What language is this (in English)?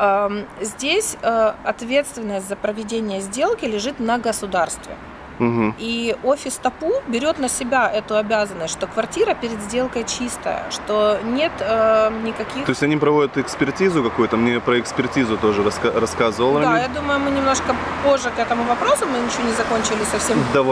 Russian